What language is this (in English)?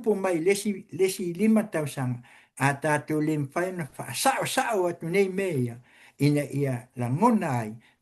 Samoan